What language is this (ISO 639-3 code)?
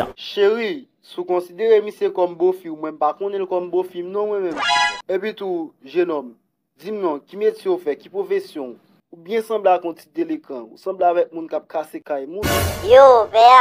hat